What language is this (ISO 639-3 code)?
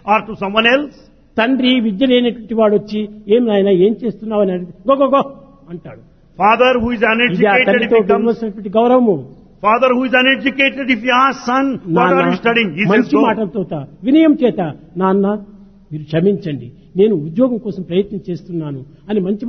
tel